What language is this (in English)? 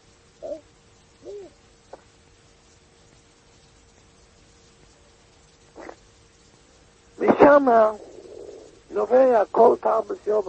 Hebrew